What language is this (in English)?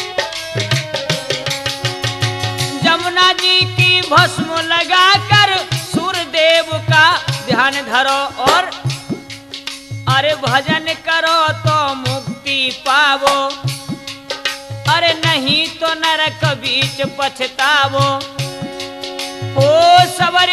Hindi